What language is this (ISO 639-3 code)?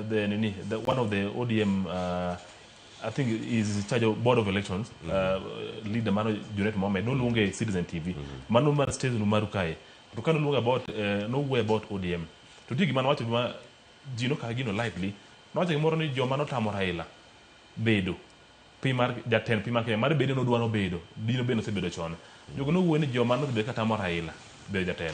luo